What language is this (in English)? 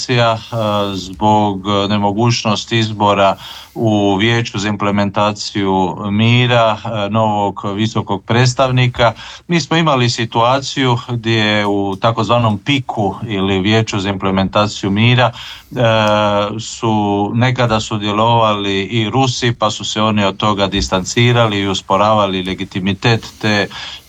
Croatian